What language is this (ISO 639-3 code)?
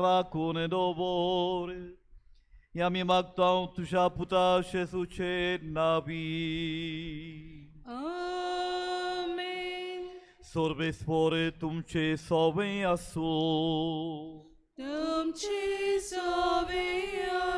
kok